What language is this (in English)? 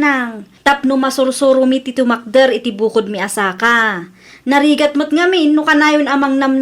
Iloko